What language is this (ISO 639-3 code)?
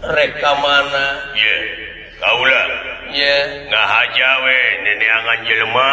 sun